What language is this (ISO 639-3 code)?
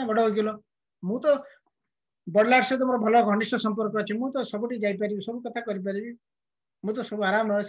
ori